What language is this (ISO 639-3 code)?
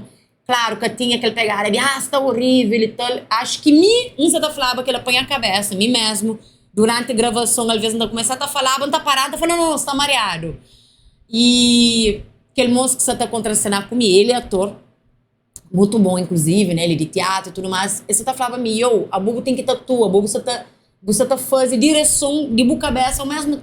kea